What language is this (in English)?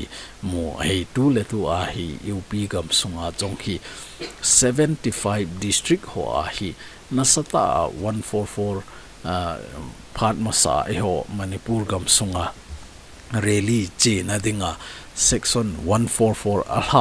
Thado Chin